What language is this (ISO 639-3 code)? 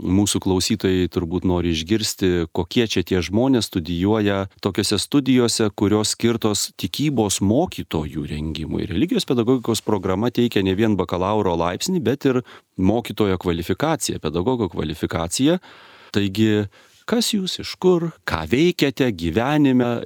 lit